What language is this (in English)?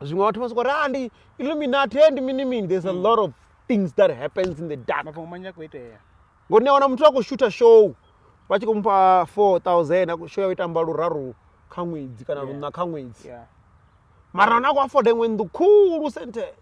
Venda